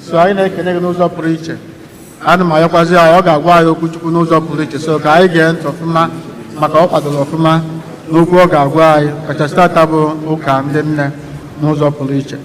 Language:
Igbo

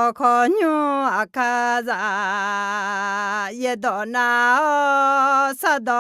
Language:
Akha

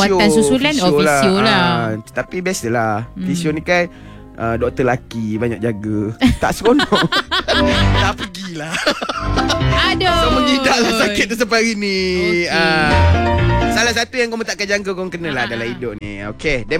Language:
Malay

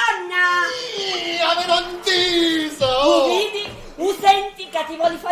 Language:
Sicilian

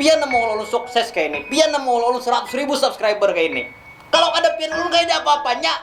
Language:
Banjar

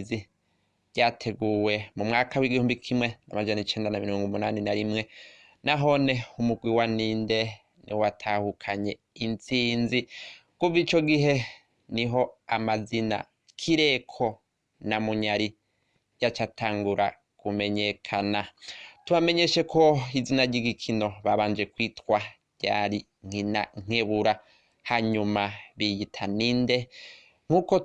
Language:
Rundi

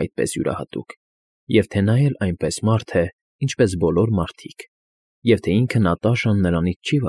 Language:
Armenian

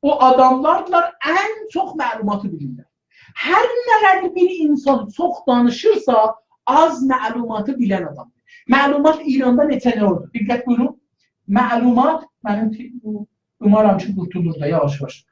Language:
South Azerbaijani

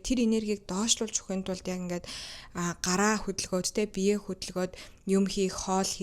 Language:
Mongolian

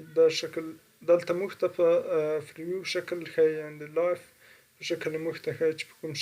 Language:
Pashto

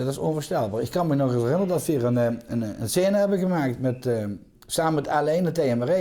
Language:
Limburgish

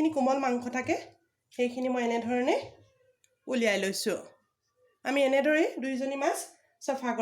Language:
Assamese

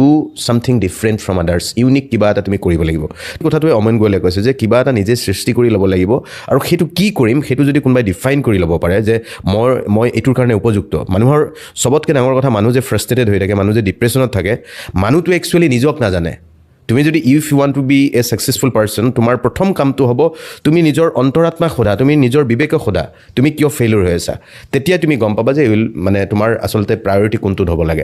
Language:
Assamese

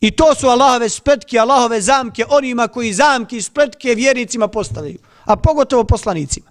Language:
Bosnian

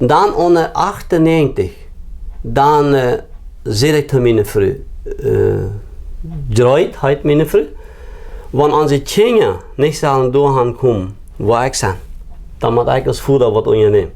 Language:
Plautdietsch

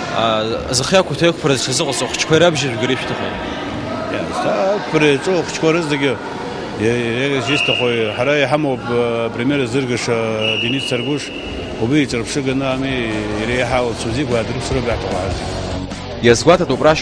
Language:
Abkhazian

